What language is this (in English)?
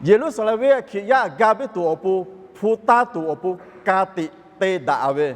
Lahu